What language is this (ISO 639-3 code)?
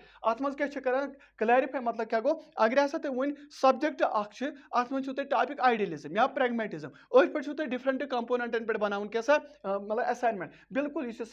kas